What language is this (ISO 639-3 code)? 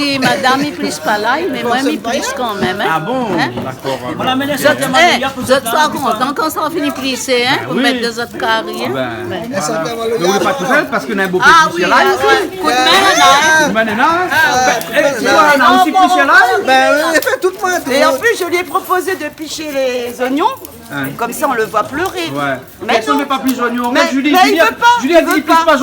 rcf